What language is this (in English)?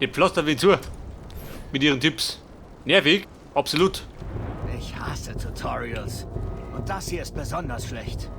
Bavarian